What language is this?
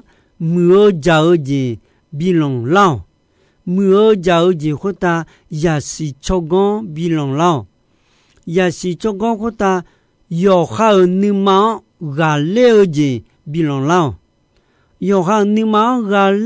Akha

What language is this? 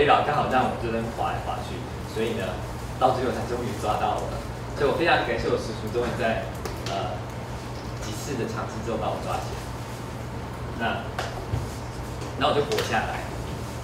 Chinese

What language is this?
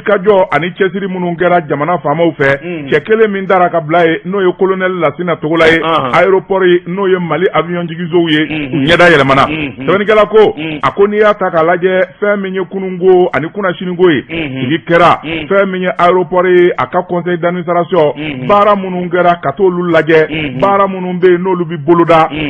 Bambara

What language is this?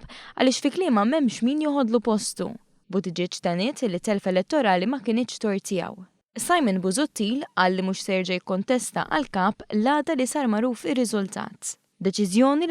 Maltese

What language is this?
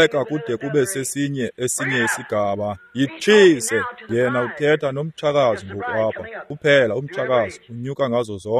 Xhosa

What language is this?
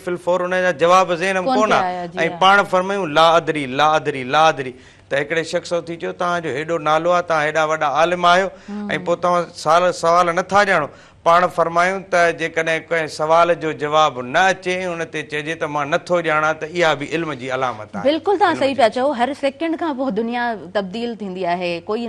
Sindhi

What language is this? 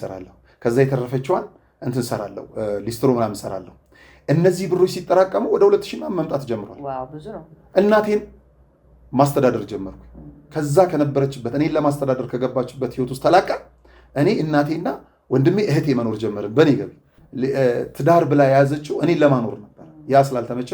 Amharic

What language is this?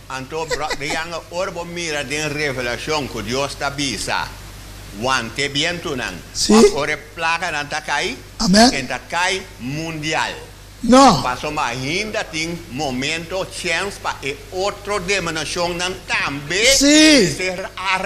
Papiamento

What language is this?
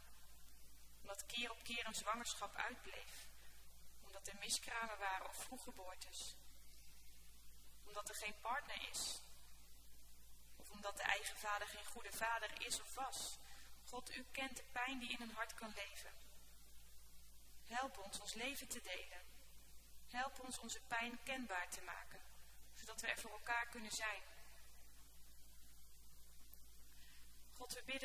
Dutch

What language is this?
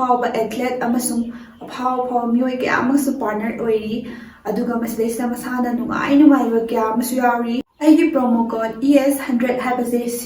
Manipuri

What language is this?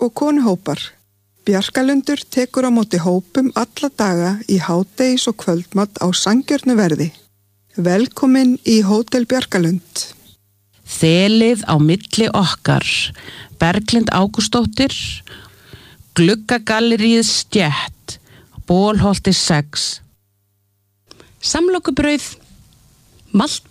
Icelandic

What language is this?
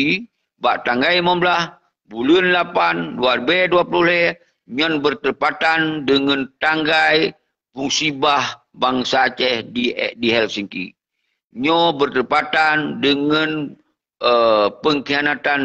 Achinese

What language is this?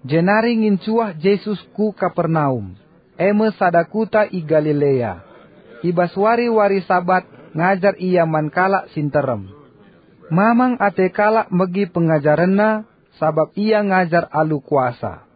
Batak Karo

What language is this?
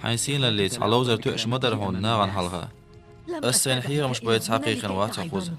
Chechen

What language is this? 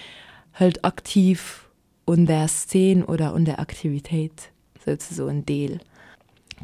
Luxembourgish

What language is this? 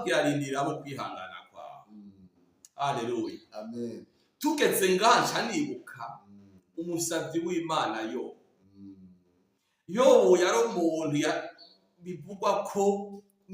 Rundi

